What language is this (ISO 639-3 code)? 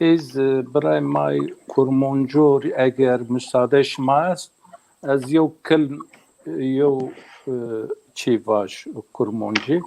zza